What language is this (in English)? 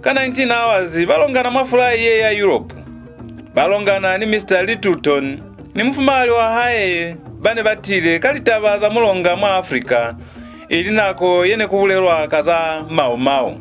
Lozi